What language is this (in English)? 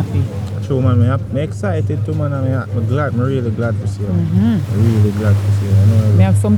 Jamaican Creole English